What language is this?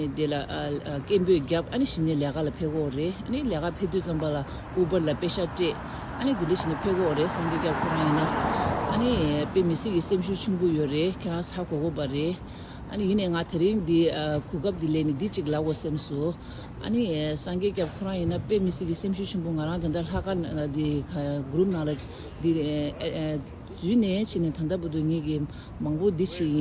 Tibetan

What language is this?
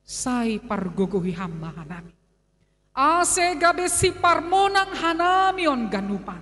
Batak Simalungun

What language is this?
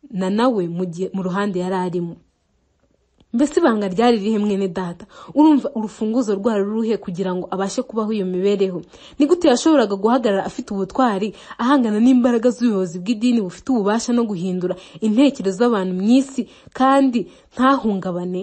Kinyarwanda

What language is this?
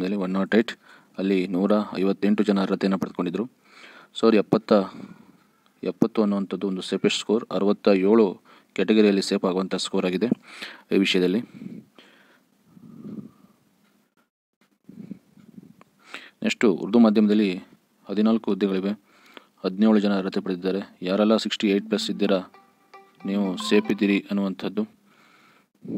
Kannada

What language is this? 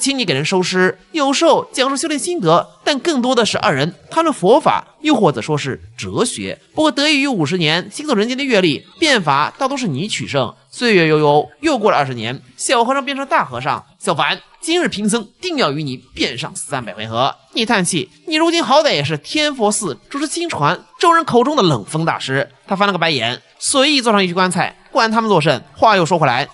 Chinese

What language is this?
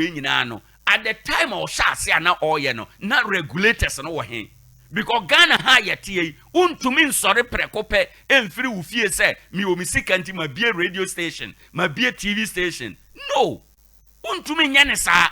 Akan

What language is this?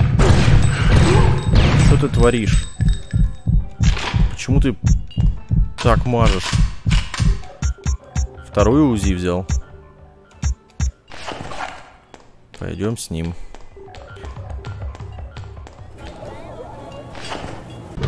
Russian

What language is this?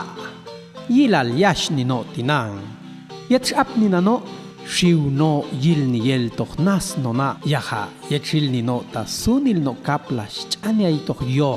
Popti'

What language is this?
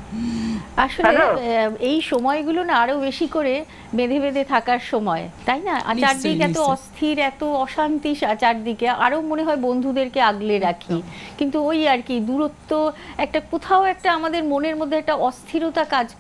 Bangla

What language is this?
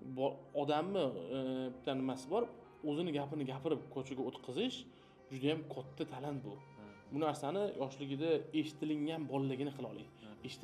Uzbek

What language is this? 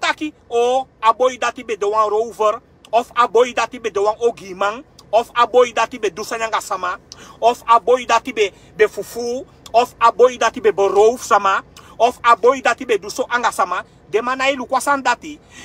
Sranan Tongo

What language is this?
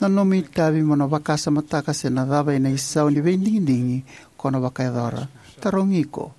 Fijian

